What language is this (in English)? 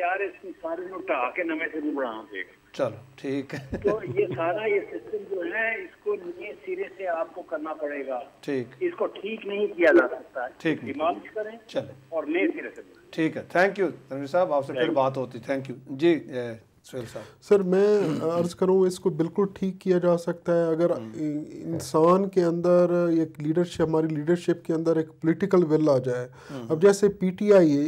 Urdu